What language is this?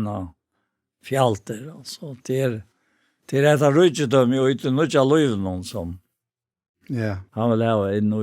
Faroese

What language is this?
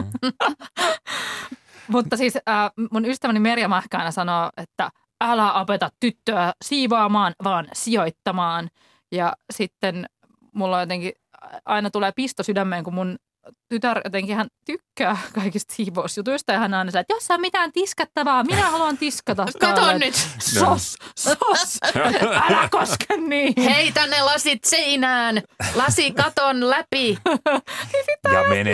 Finnish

